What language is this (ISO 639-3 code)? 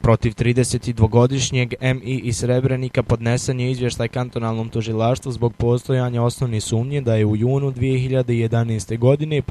bos